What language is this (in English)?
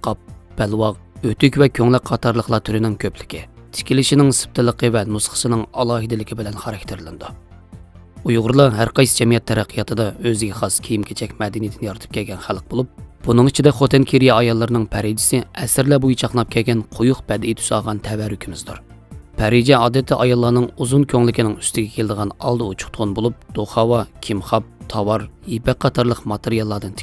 Uyghur